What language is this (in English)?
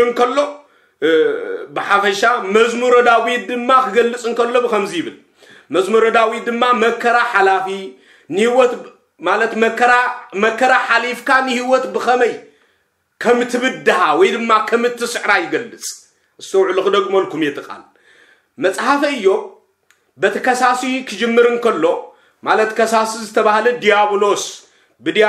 Tigrinya